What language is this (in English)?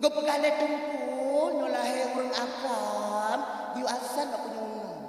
Achinese